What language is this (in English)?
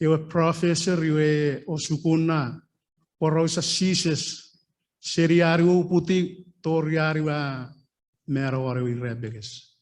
Chuukese